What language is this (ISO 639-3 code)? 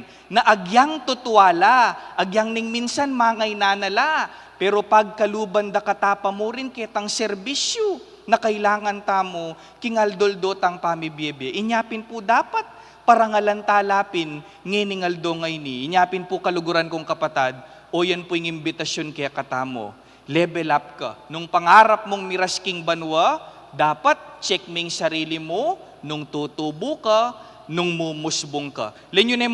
pam